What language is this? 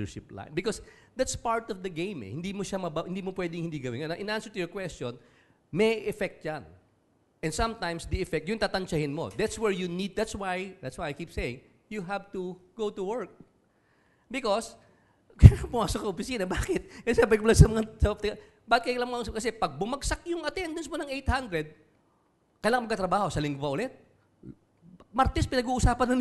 Filipino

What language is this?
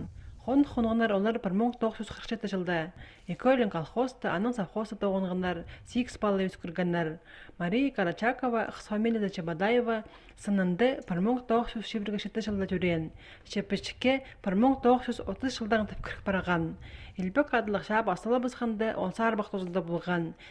Khakas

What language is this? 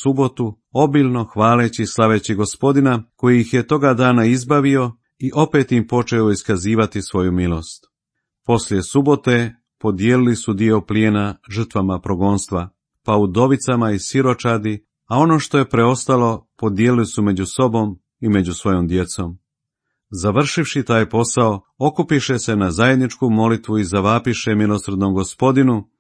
Croatian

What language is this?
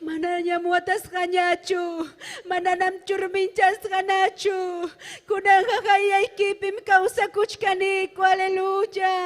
Ayacucho Quechua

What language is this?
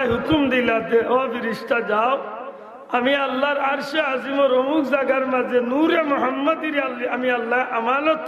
Sylheti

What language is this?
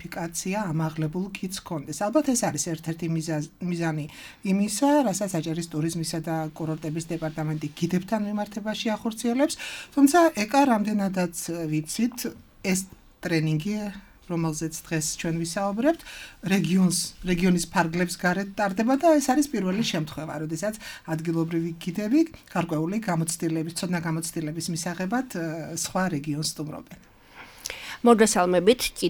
Georgian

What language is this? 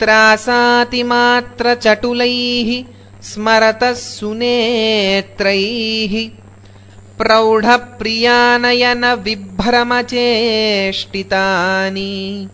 Sanskrit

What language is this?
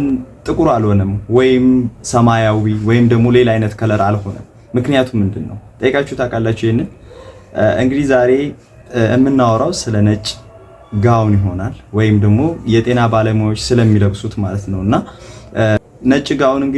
Amharic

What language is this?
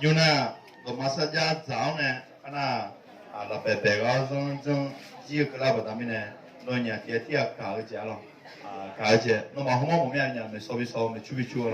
Akha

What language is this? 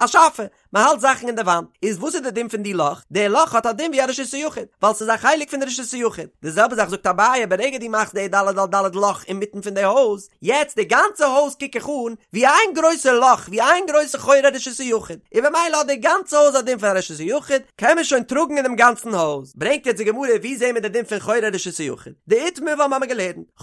Yiddish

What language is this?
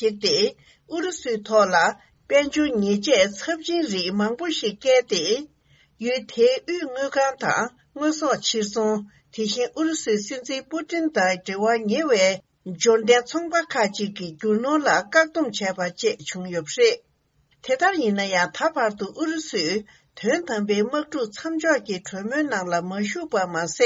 Tibetan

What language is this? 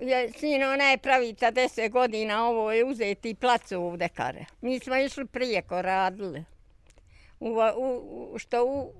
Bosnian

